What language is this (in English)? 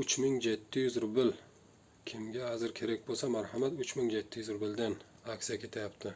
Uzbek